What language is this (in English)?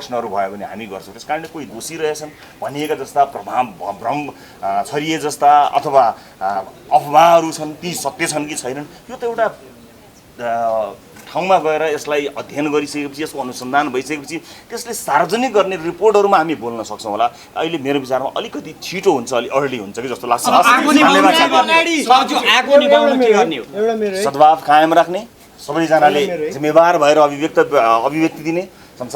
Nepali